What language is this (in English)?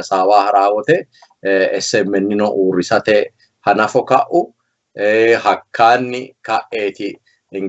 Sidamo